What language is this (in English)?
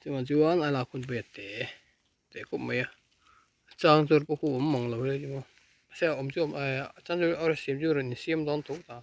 Mizo